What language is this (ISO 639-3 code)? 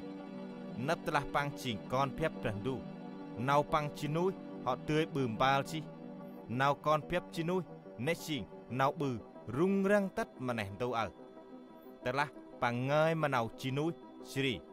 cmo